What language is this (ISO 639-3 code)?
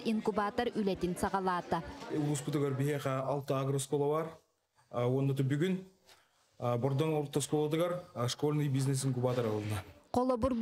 sah